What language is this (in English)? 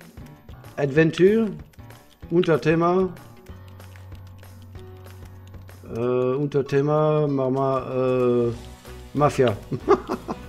German